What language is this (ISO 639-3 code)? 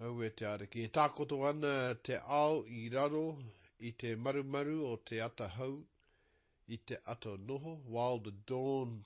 mri